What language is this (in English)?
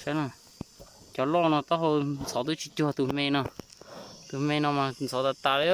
Hmong